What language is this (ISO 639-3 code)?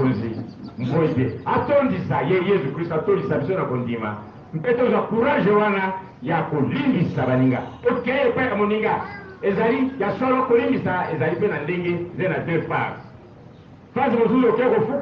lin